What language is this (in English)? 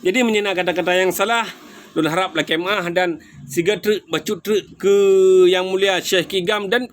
Achinese